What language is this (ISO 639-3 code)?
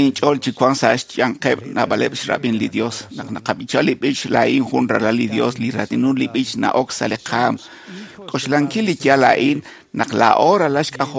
kek